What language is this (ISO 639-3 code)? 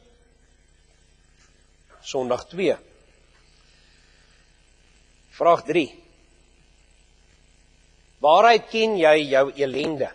afr